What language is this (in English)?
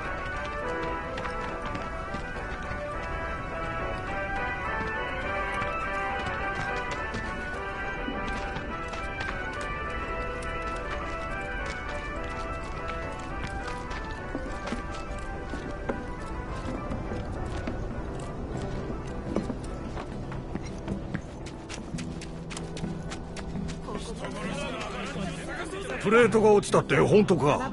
Japanese